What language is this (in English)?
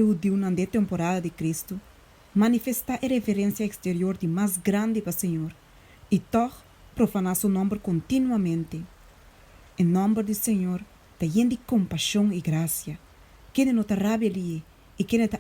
Papiamento